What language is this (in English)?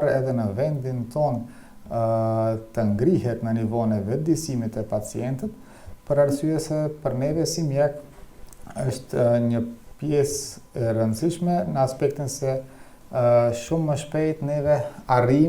Albanian